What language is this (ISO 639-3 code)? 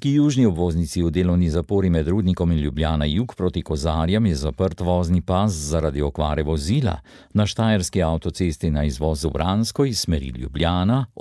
slv